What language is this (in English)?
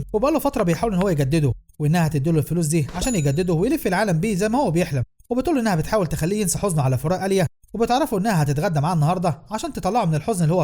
Egyptian Arabic